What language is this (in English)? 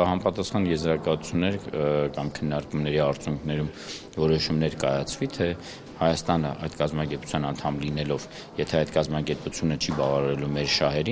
Armenian